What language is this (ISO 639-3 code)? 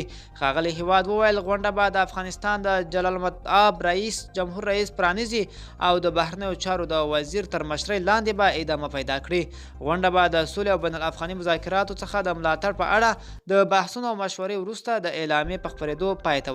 pus